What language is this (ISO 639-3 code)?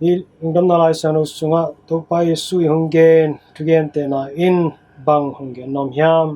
ctd